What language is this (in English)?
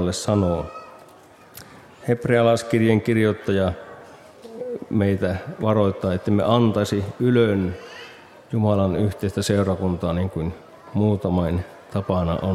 Finnish